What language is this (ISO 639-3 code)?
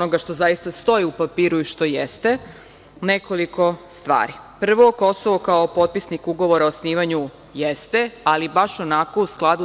srp